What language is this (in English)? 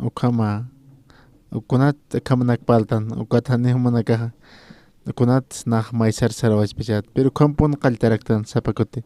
Aymara